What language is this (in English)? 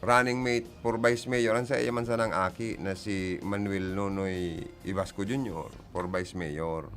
Bikol